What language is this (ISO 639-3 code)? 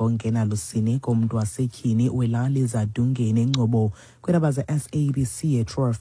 xho